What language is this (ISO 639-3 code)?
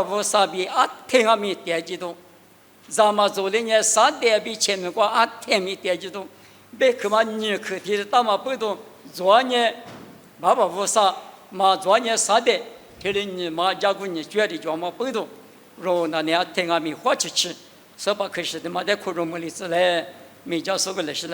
lis